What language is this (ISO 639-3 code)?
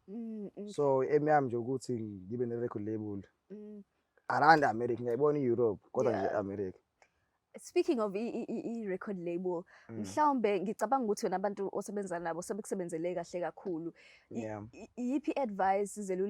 zul